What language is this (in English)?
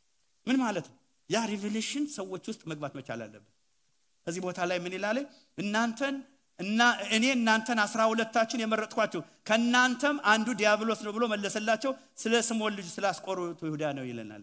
Amharic